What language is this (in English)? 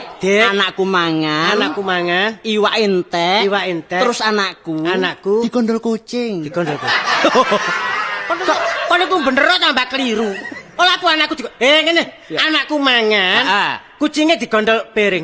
Javanese